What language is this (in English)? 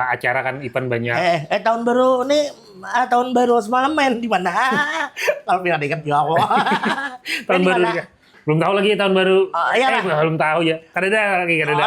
Banjar